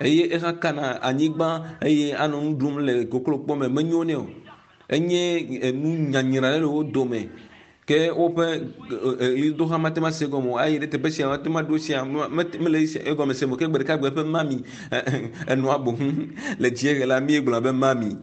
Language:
Ewe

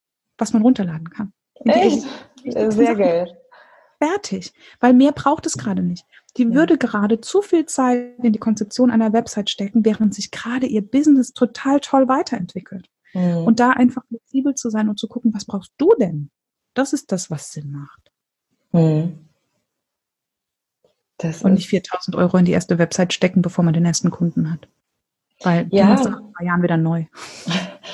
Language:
German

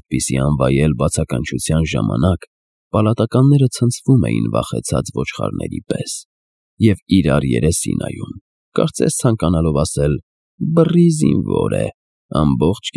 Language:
Armenian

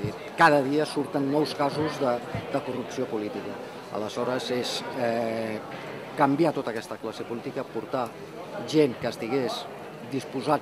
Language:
Catalan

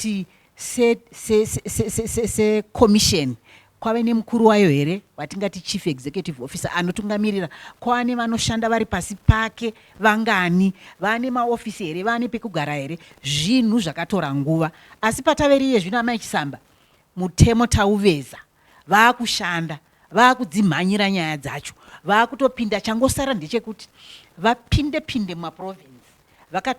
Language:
Shona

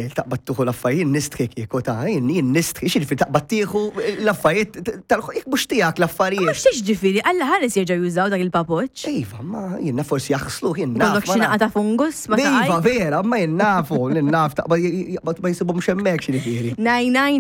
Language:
Maltese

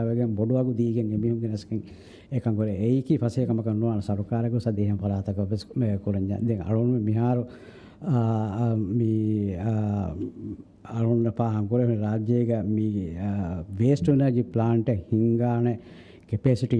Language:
Divehi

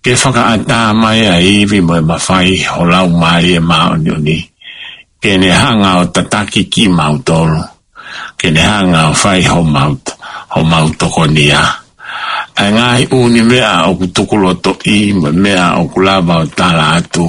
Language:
Tongan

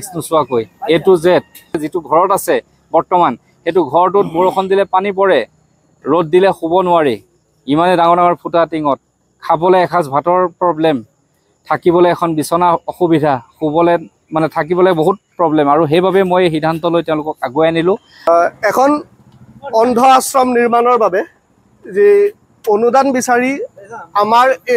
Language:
Assamese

